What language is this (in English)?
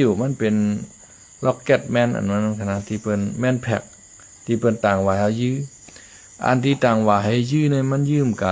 Shan